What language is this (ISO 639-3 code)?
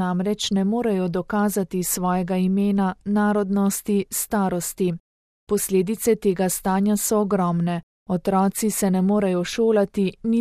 slv